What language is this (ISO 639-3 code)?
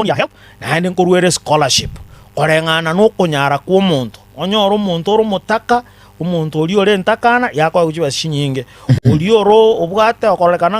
guz